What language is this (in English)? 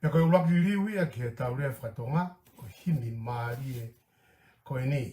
Tongan